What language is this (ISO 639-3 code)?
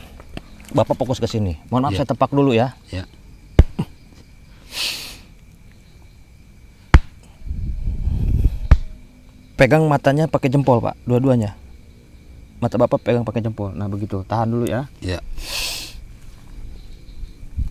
ind